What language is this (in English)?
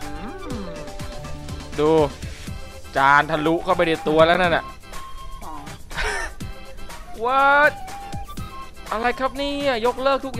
Thai